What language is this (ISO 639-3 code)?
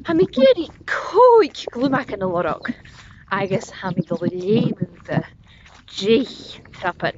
gla